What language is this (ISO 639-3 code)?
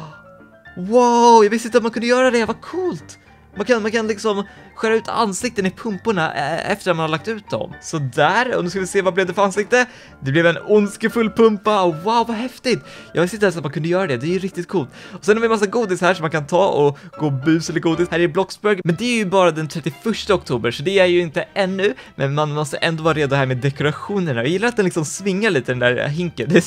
swe